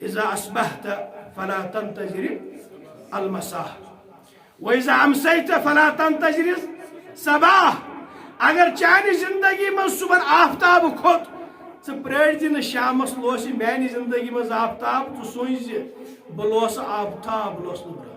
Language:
Kashmiri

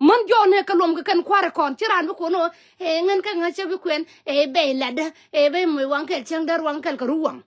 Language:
Nuer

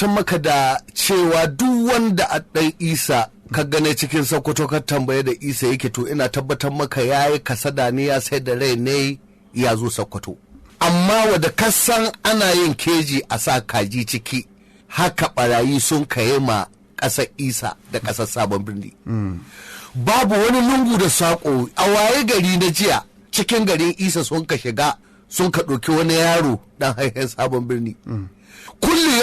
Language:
Hausa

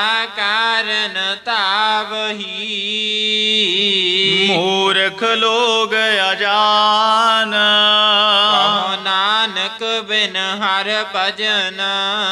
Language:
Punjabi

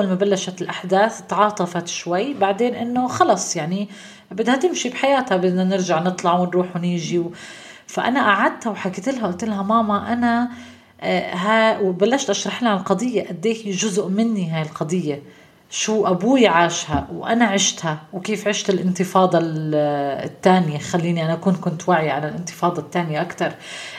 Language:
North Levantine Arabic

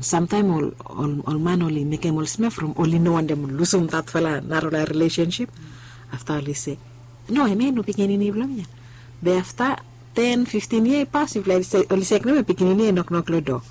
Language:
Bislama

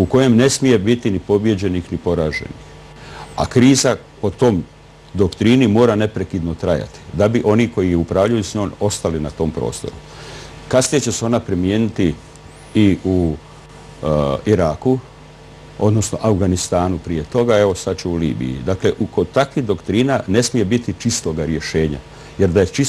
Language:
Croatian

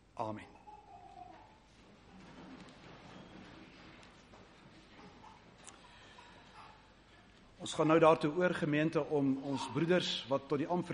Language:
Afrikaans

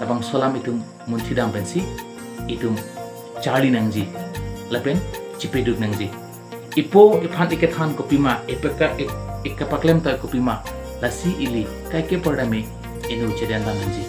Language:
Karbi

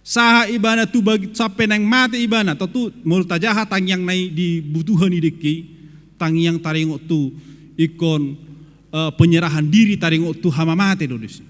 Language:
Batak Toba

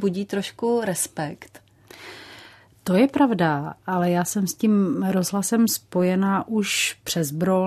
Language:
Czech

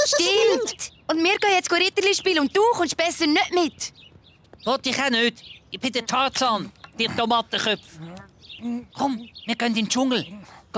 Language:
Swiss German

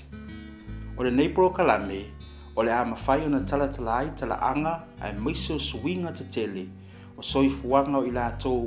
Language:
Samoan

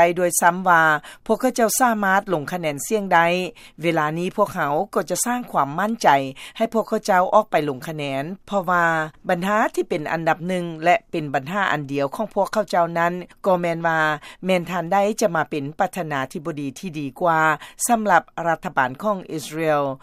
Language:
Lao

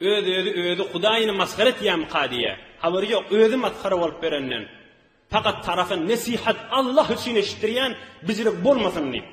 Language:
Turkmen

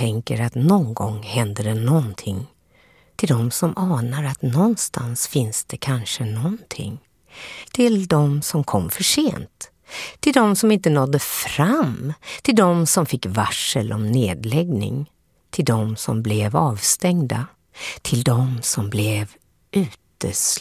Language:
Swedish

